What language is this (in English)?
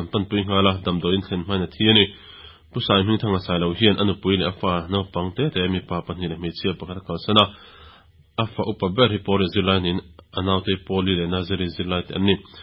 Mizo